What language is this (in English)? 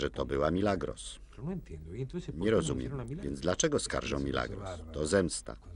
Polish